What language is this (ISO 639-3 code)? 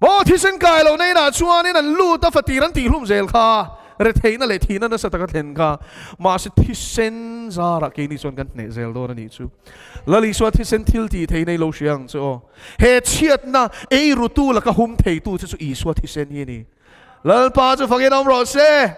lus